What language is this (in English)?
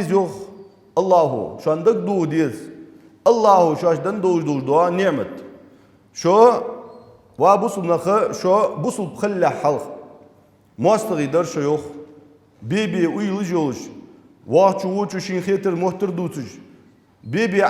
Ingush